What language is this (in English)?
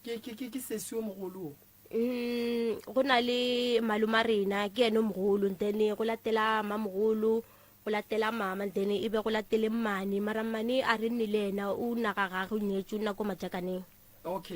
Northern Sotho